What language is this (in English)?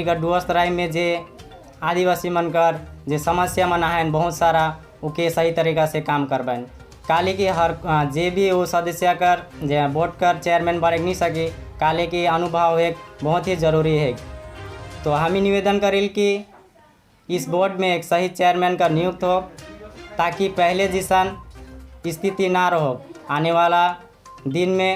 Sadri